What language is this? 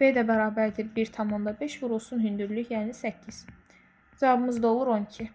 Azerbaijani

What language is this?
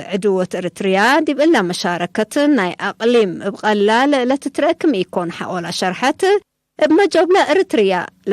Tigre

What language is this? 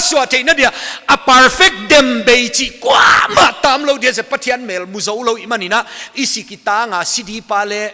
Paite Chin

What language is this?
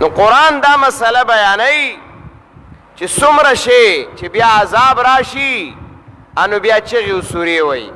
Pashto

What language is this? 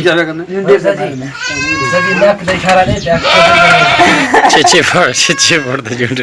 Saraiki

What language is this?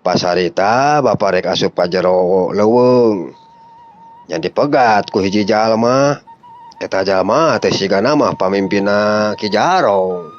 Sundanese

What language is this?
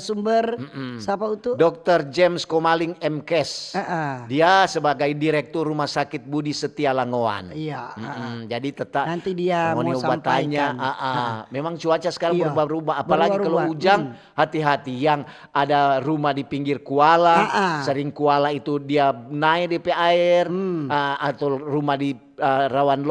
Manado Malay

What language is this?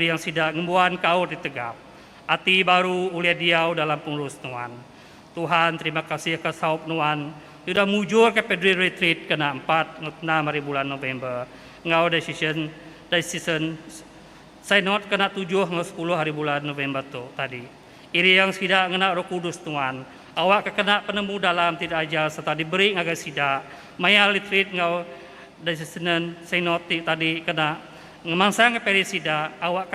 Iban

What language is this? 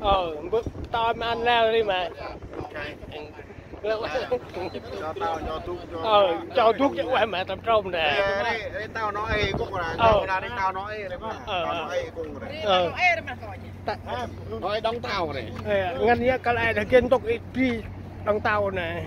Central Mnong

